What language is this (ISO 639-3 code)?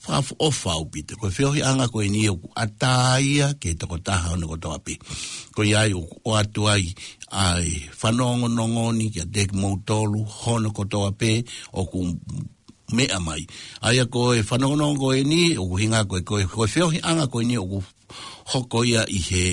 ton